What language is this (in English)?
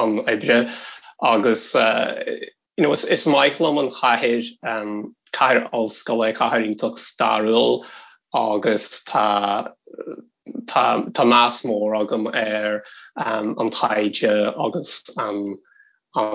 Irish